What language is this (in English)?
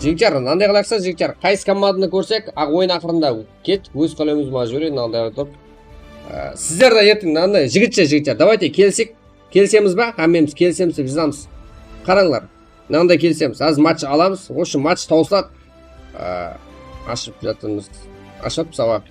Kara-Kalpak